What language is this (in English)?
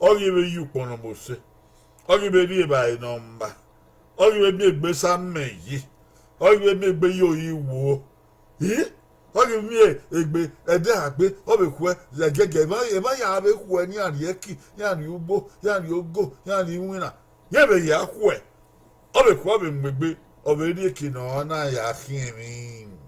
Bini